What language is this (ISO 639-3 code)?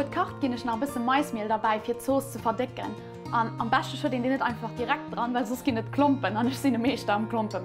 ltz